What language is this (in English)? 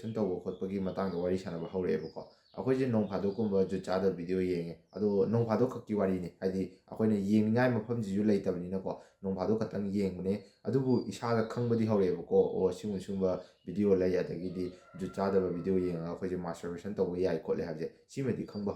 Manipuri